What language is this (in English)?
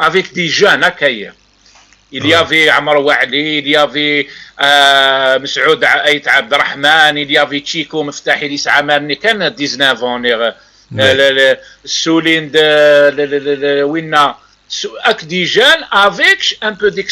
Kabyle